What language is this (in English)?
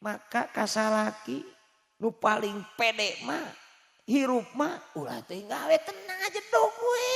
Sundanese